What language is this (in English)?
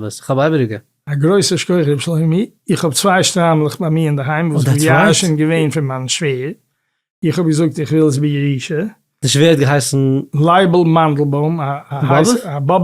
Yiddish